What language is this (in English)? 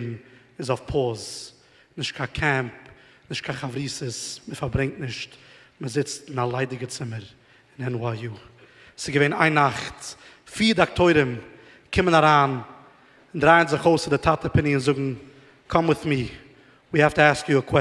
Yiddish